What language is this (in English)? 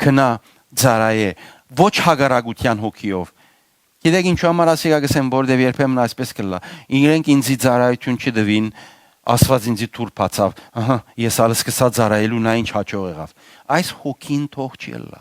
Western Armenian